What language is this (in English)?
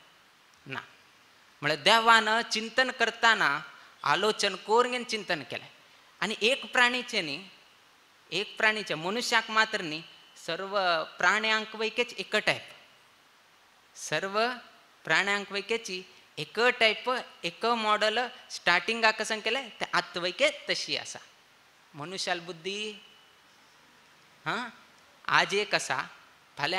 Konkani